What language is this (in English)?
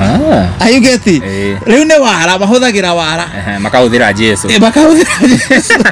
Kikuyu